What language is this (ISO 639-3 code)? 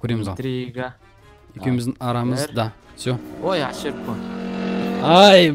kaz